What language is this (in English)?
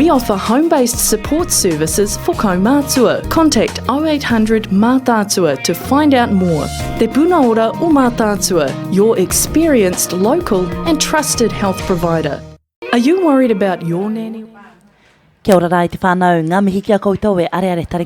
Māori